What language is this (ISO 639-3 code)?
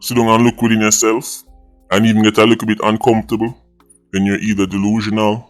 jam